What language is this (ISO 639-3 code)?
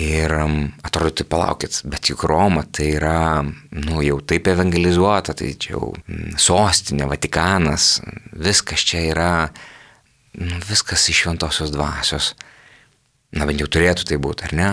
lit